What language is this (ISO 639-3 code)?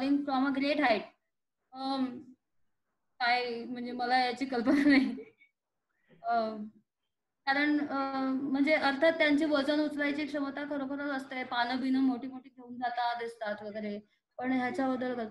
mar